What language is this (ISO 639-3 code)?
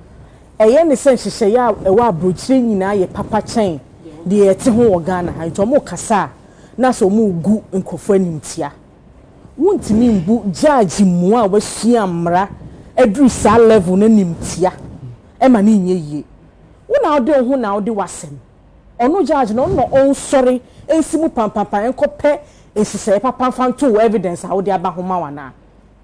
aka